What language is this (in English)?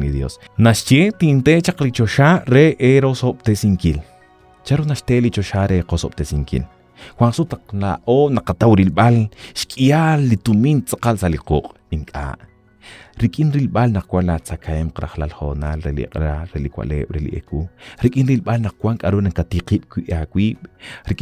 Kekchí